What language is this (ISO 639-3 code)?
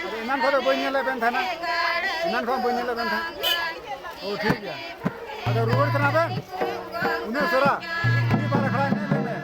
sat